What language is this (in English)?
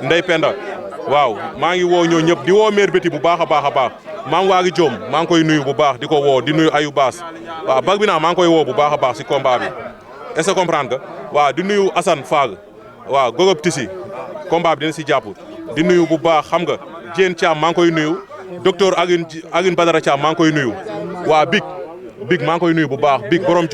Wolof